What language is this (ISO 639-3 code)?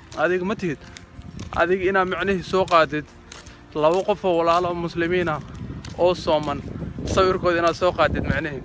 som